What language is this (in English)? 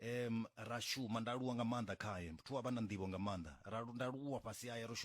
Venda